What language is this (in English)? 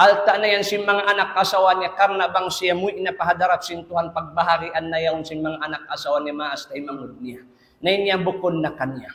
Tausug